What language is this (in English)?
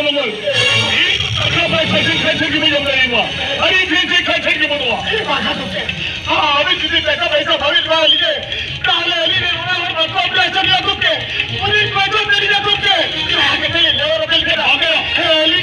Santali